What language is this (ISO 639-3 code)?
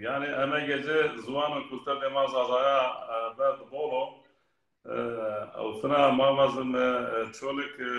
zza